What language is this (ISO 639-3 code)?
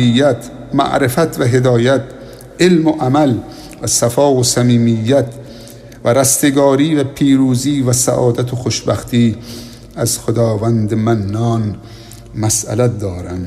fas